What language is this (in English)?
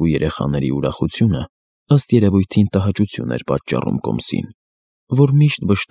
Armenian